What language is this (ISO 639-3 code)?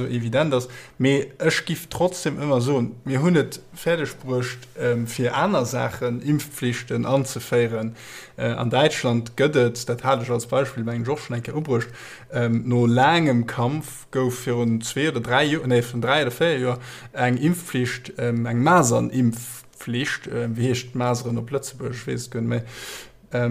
ltz